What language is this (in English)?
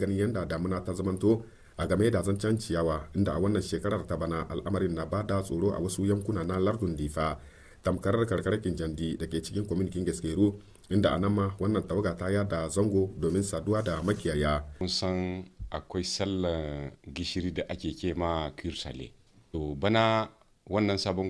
Hausa